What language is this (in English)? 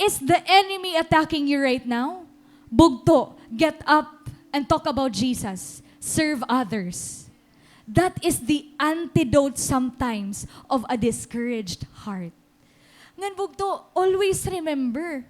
Waray